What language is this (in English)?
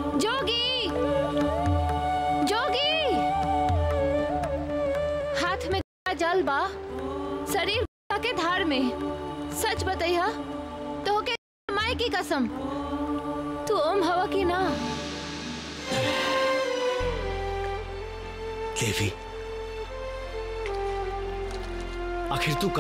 Bhojpuri